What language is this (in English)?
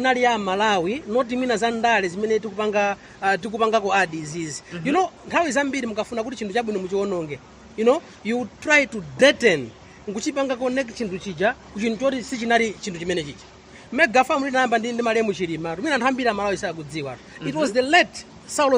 Nyanja